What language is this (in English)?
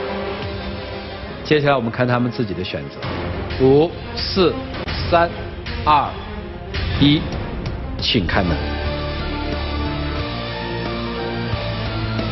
Chinese